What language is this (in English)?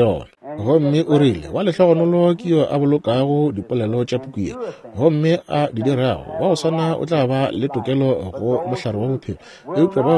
Northern Sotho